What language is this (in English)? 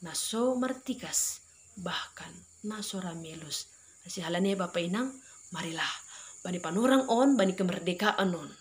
Batak Simalungun